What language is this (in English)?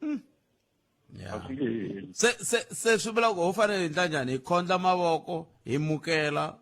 Tsonga